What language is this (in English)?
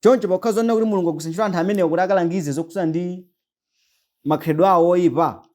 Nyanja